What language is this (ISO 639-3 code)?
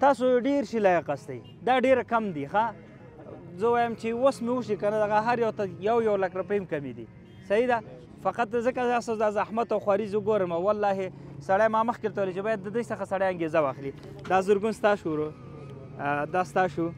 pus